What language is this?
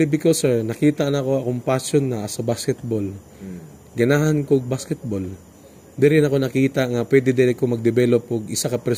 Cebuano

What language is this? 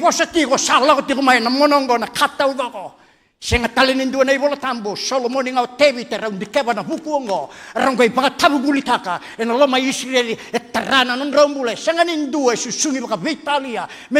Fijian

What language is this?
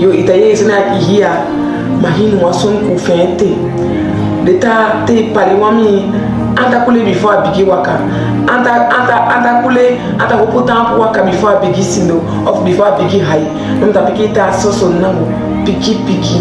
Saramaccan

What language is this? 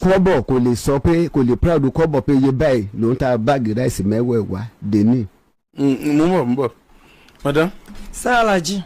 Yoruba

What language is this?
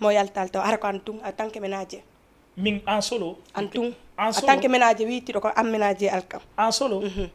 Fula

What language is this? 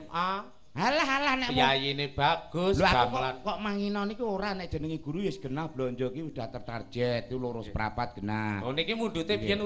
Javanese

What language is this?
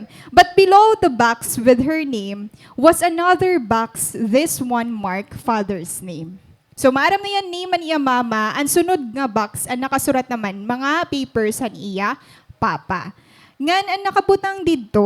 Waray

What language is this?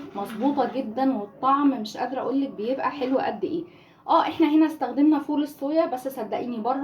Egyptian Arabic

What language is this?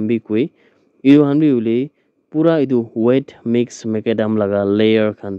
Naga Pidgin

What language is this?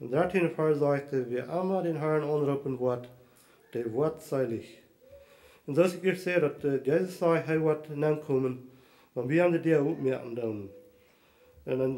Plautdietsch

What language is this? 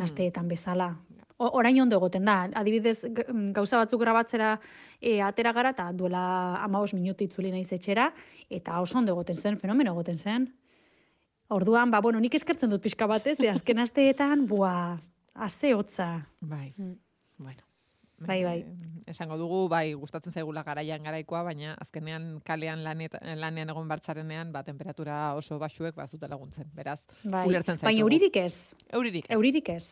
Basque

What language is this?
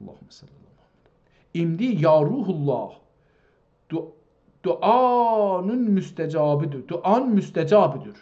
South Azerbaijani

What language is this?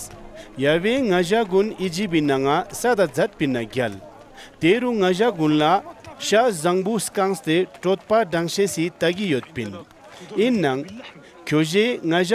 Ladakhi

